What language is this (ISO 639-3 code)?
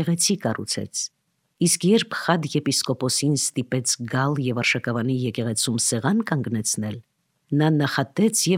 hye